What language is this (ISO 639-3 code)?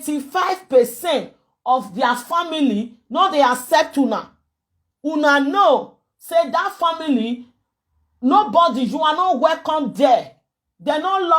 pcm